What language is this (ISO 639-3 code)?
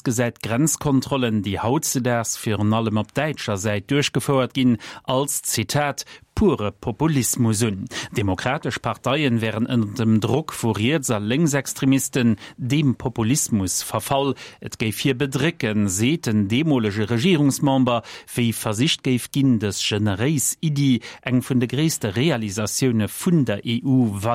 ltz